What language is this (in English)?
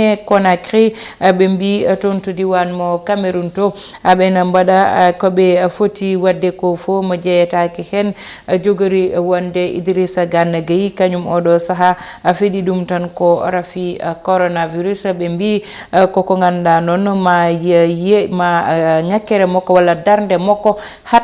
Fula